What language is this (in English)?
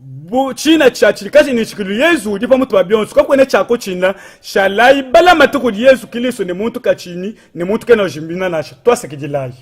Luba-Lulua